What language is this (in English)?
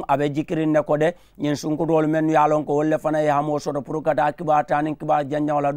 Mandingo